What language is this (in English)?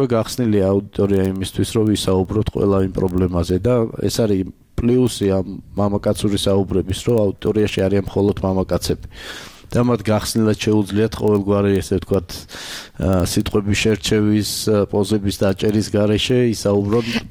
Georgian